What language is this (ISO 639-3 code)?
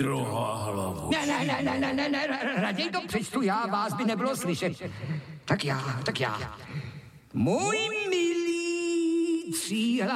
ces